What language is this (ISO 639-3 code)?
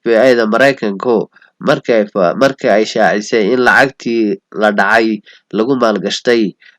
som